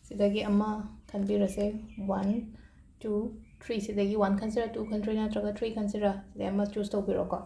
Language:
Manipuri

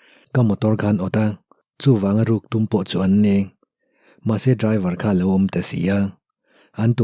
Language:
Mizo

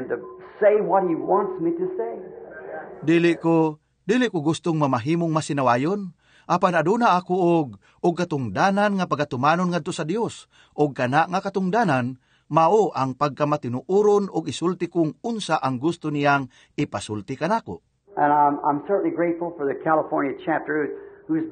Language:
Cebuano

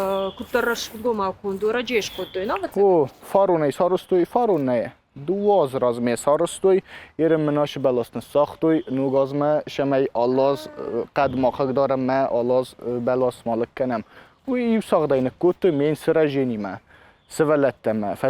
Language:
Ossetic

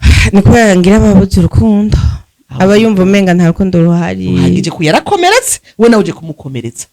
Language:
Rundi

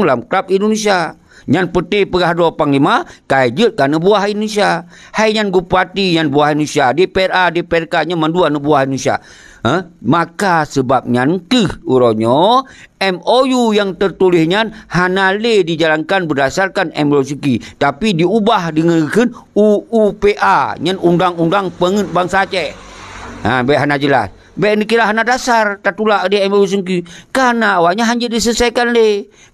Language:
Achinese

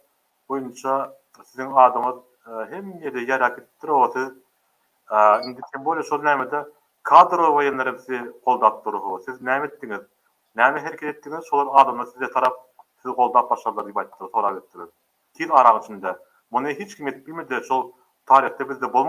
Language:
Turkmen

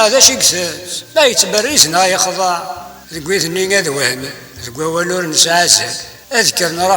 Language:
Kabyle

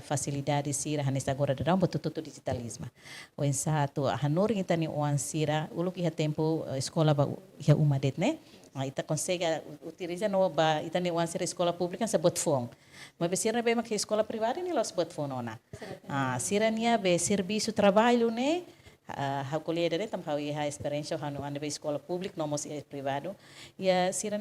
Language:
Tetum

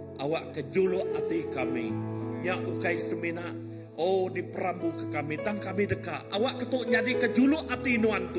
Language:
Iban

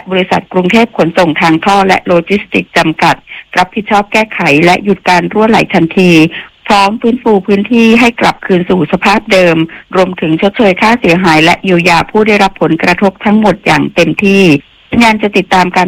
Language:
Thai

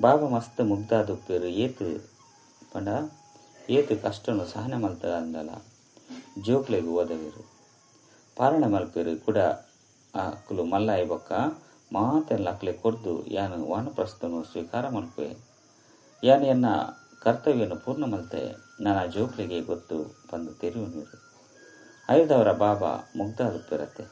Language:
Tulu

